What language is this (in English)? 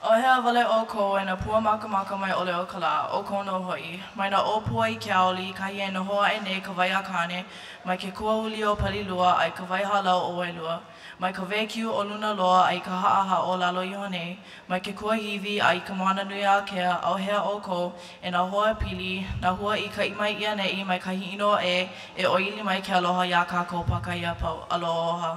Hawaiian